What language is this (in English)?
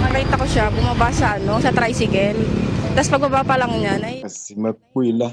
Ewe